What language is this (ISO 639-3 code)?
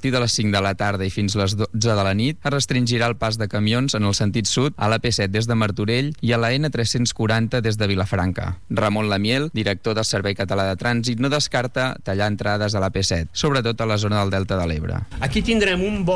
cat